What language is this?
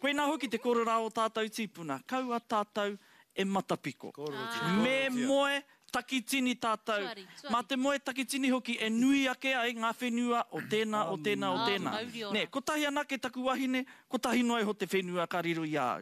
Māori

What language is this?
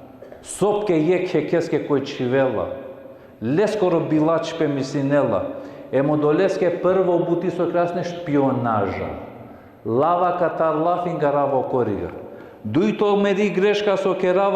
Balkan Romani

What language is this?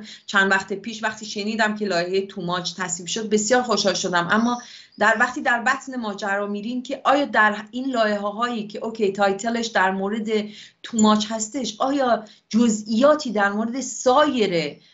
Persian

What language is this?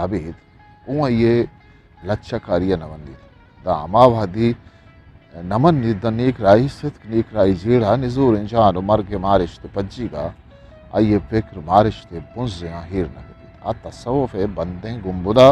Eastern Balochi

